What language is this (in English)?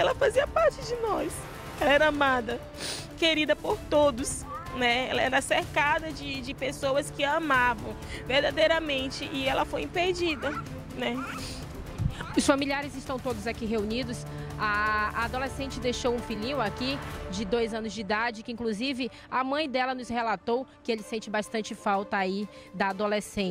Portuguese